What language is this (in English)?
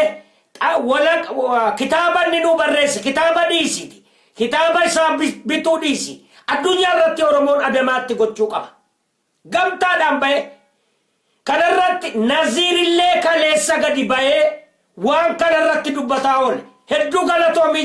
Oromo